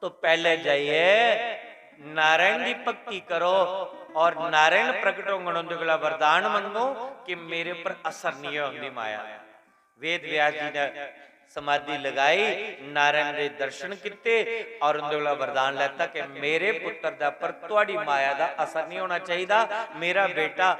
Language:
Dogri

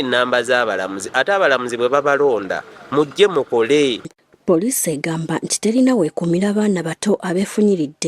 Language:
Ganda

